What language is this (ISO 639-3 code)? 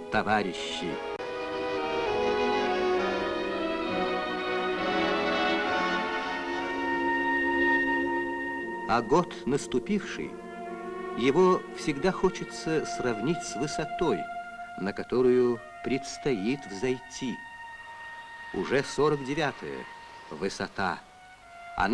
rus